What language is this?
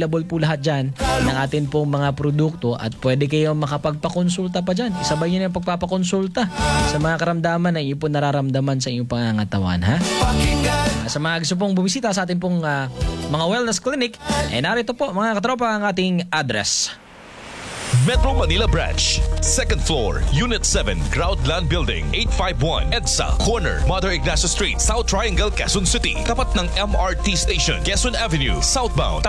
Filipino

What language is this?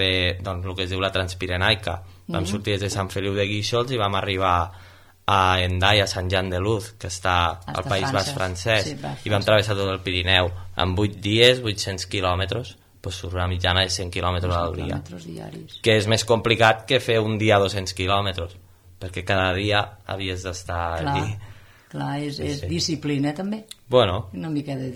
Catalan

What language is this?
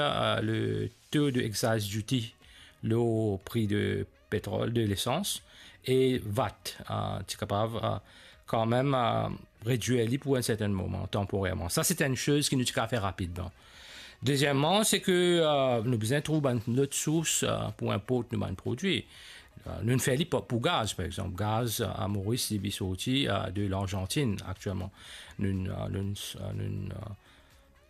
Morisyen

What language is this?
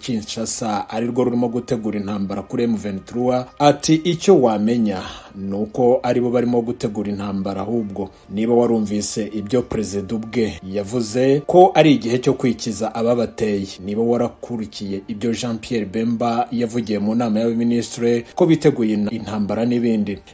Kinyarwanda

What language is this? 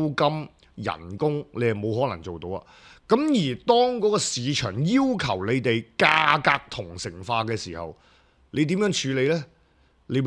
Cantonese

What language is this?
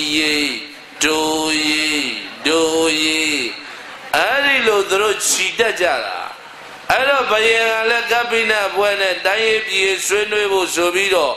Burmese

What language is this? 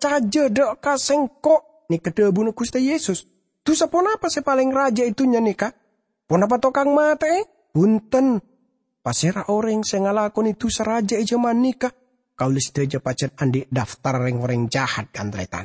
Madurese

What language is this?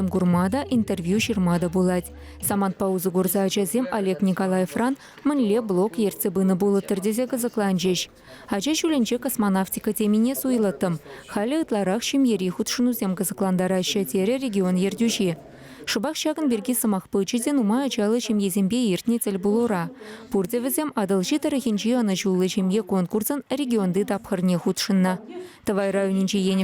Chuvash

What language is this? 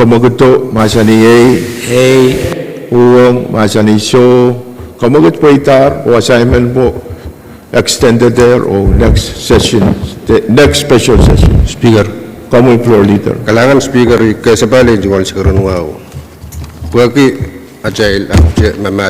Pohnpeian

